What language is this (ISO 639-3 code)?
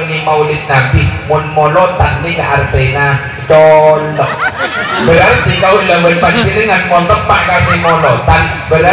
mad